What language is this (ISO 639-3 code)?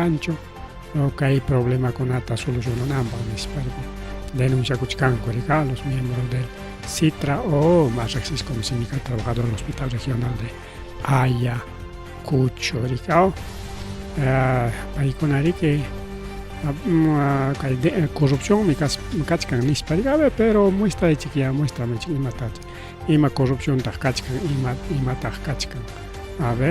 quy